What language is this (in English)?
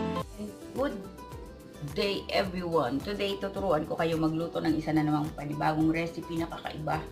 Filipino